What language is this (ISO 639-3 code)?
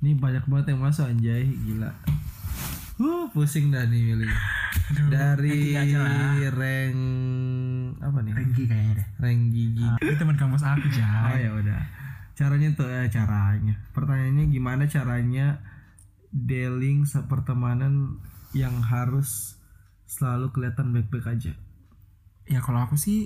ind